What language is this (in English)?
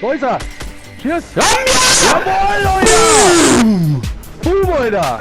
Bavarian